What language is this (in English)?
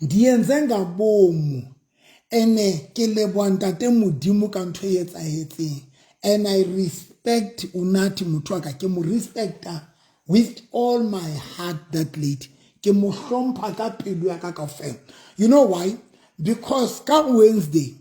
Southern Sotho